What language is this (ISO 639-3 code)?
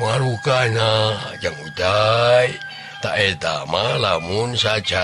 sun